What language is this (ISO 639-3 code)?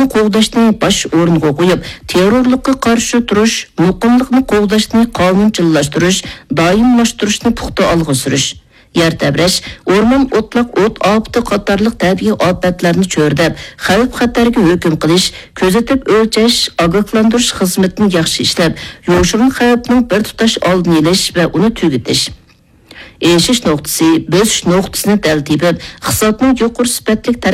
uig